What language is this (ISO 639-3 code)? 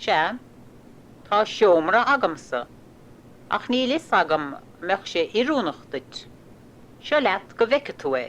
gle